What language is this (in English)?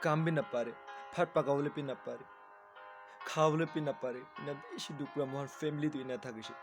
Naga Pidgin